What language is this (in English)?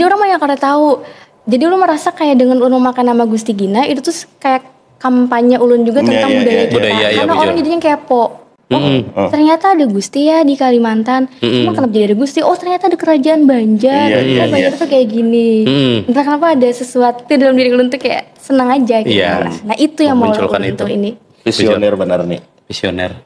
Banjar